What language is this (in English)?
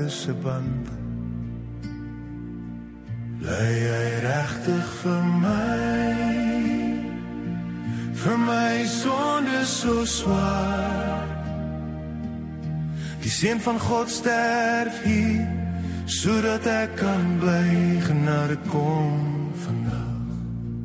Afrikaans